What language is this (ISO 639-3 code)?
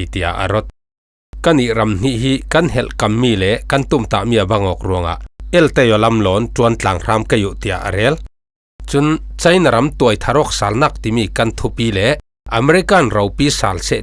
cfm